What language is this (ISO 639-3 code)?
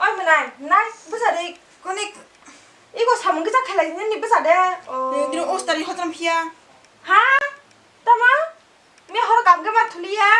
trp